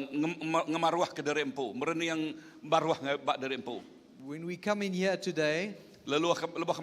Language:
Iban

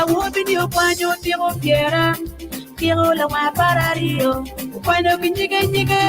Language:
Acoli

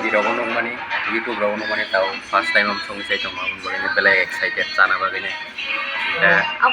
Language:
Kok Borok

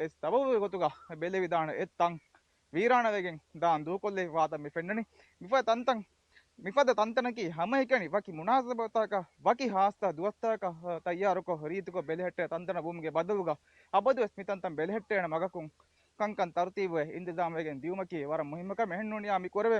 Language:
Divehi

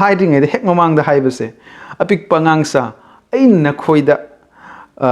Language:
Manipuri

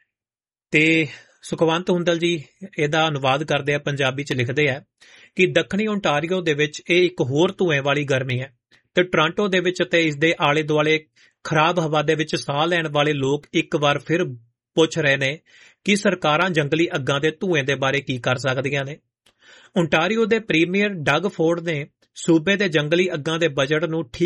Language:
Punjabi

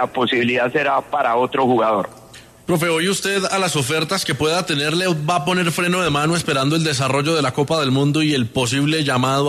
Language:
Spanish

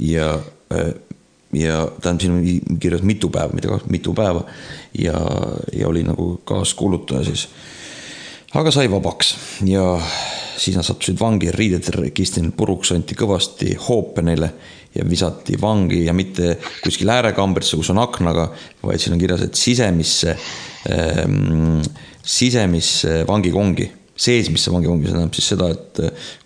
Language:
Estonian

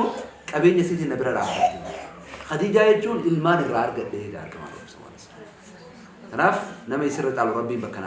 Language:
Oromo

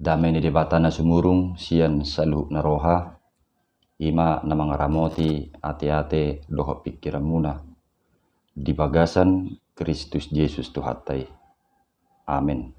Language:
Batak Toba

